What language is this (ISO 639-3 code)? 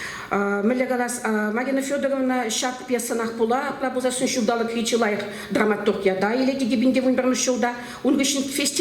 chv